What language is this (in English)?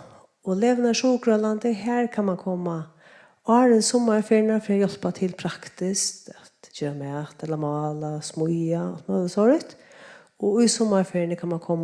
Faroese